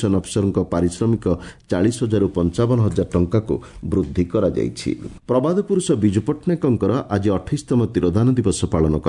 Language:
Odia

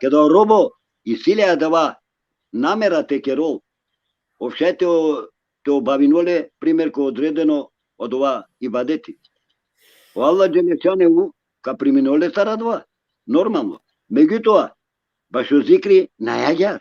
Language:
Balkan Romani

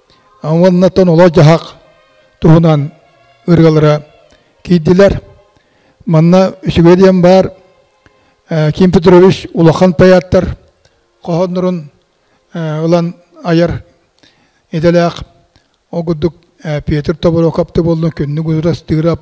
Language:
Yakut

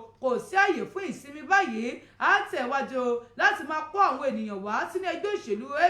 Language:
Yoruba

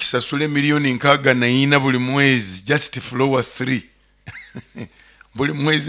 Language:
Nyoro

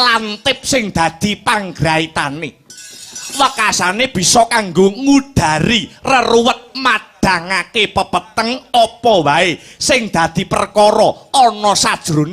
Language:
Javanese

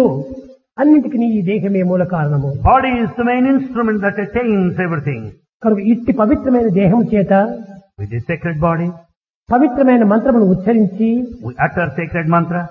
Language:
Telugu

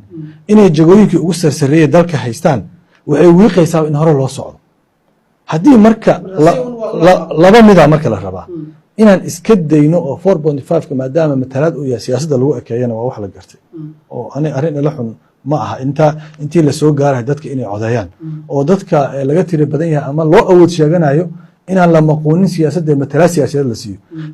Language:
Somali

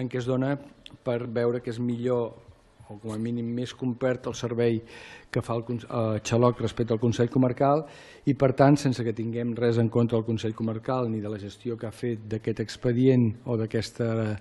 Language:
Catalan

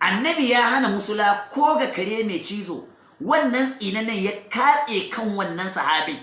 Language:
Hausa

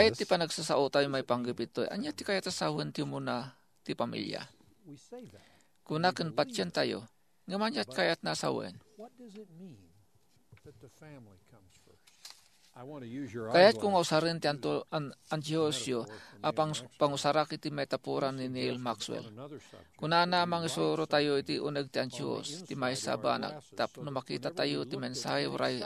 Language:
Iloko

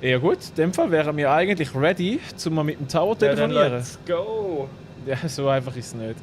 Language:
Swiss German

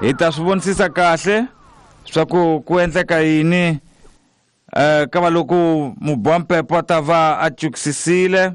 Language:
Tsonga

